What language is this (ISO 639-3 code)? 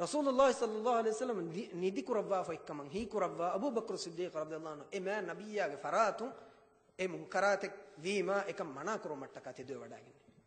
div